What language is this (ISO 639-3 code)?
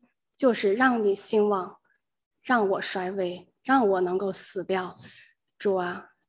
zho